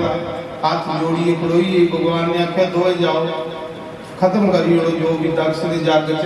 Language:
Dogri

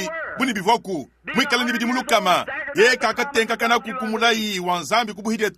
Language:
Luba-Lulua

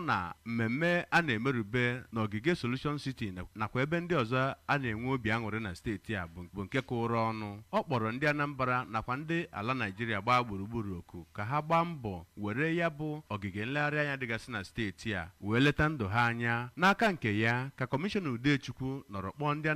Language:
Igbo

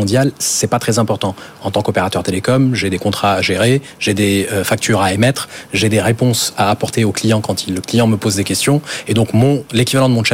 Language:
French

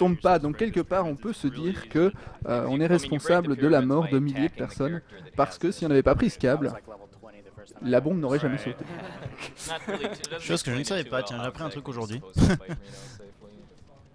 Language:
French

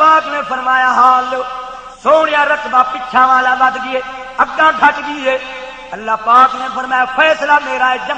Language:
Saraiki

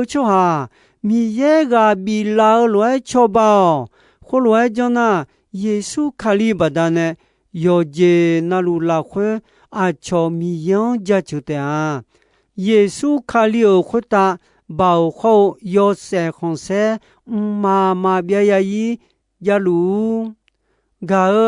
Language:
Akha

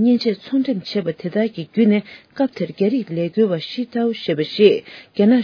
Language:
Tibetan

